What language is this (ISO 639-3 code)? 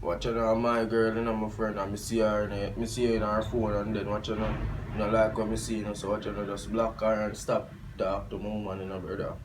jam